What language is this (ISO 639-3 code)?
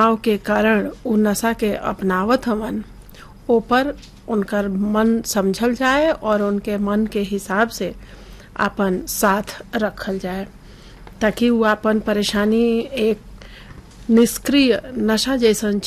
bho